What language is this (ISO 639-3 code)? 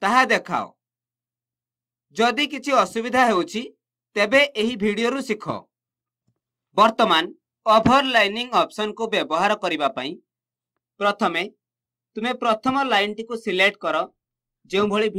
ori